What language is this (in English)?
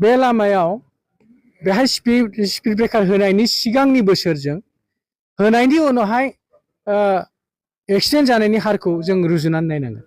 Bodo